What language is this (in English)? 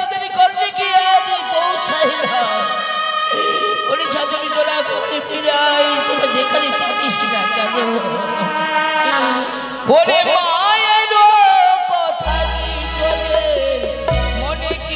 Bangla